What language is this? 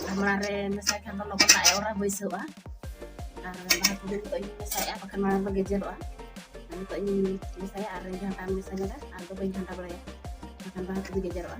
Santali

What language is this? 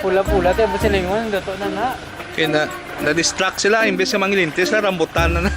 Hiligaynon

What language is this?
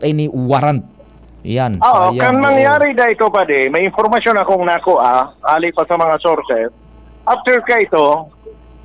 Bikol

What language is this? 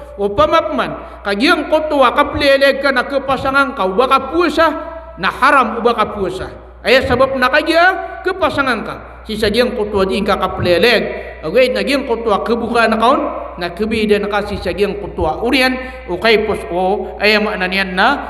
Maranao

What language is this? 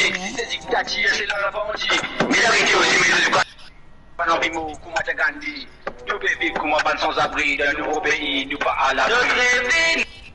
Morisyen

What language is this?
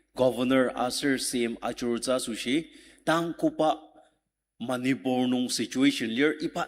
Ao Naga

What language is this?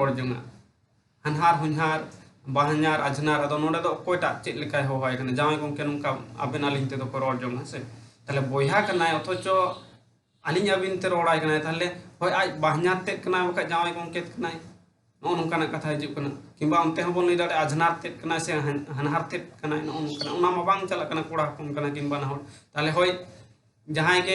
Santali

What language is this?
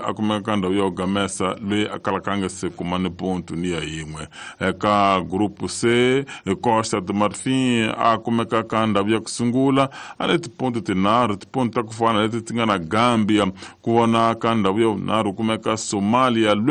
Tsonga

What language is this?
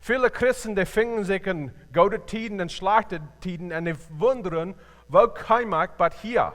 Plautdietsch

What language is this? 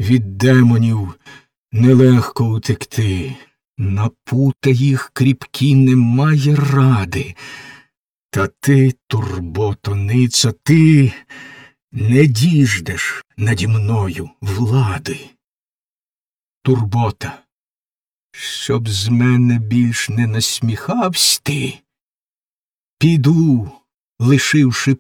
Ukrainian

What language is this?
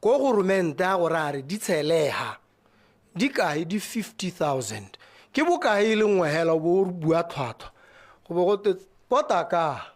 Tswana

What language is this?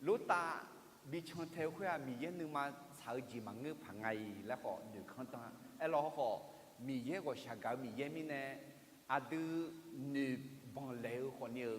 Akha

